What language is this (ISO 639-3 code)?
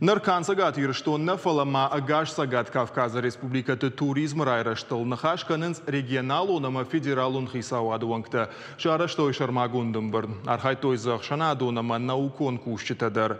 oss